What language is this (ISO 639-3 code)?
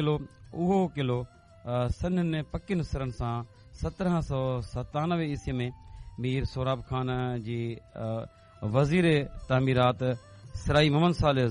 snd